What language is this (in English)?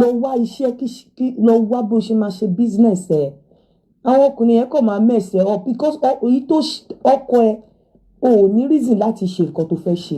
Yoruba